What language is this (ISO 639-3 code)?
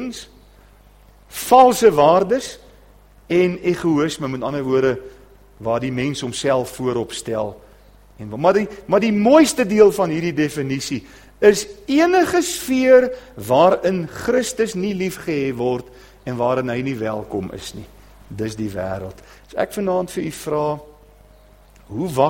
afr